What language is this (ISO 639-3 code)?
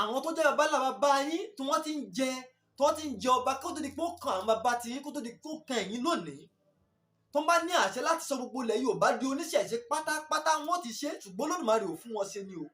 yor